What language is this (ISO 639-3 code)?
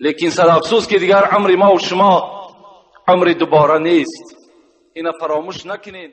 tgk